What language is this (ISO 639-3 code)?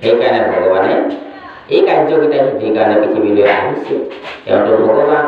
asm